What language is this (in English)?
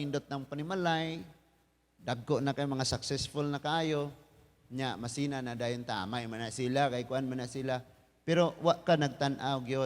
Cebuano